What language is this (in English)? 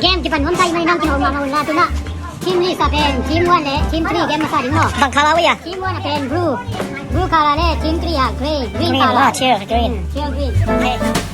Tedim Chin